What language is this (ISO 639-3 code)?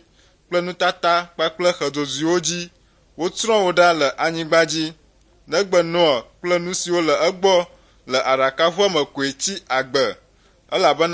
ewe